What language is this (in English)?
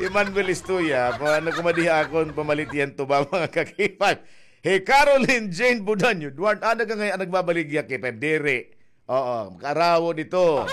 Waray